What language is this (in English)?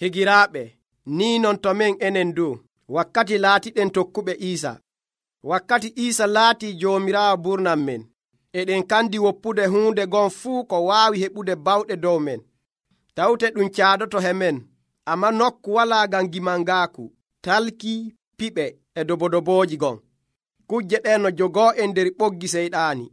Nigerian Fulfulde